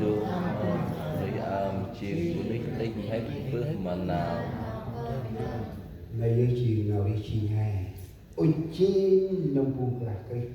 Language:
Central Mnong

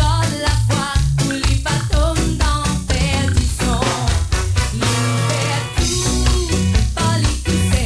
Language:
Morisyen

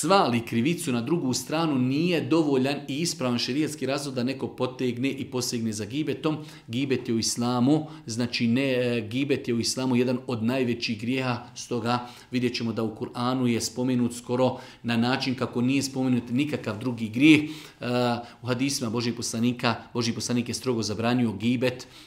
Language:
Bosnian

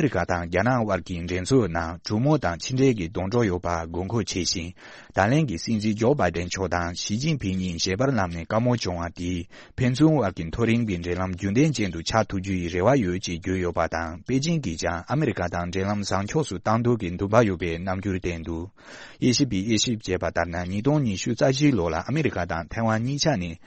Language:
Tibetan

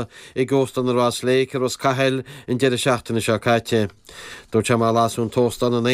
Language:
Irish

